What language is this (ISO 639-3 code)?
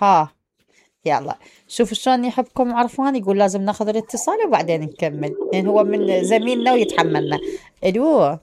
acm